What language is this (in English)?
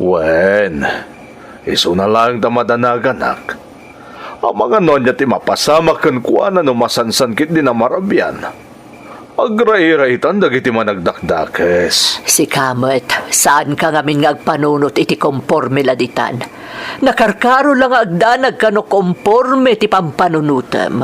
Iloko